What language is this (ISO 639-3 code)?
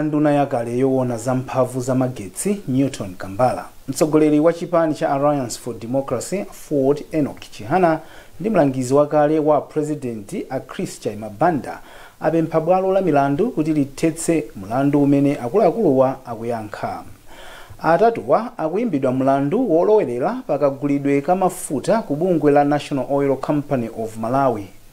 nya